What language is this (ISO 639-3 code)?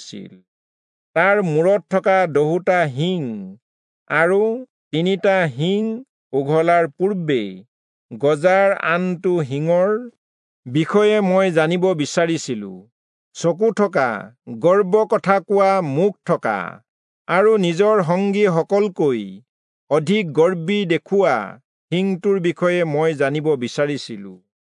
asm